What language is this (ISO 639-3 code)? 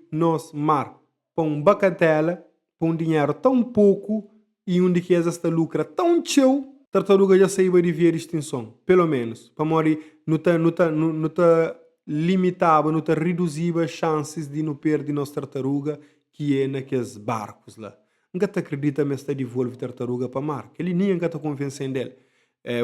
kea